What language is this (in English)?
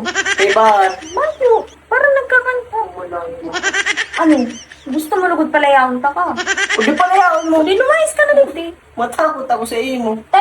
Bikol